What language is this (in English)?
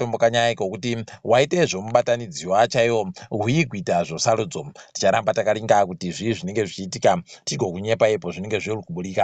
Ndau